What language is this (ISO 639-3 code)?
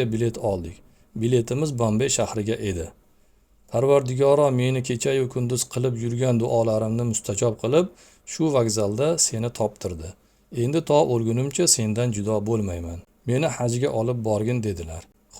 uzb